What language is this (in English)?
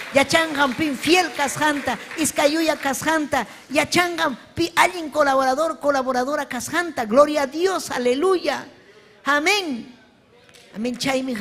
Ayacucho Quechua